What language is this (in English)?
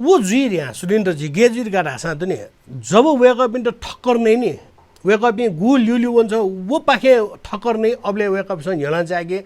Newari